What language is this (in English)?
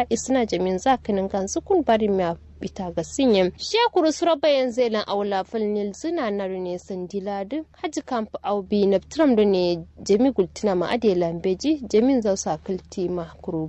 Kanuri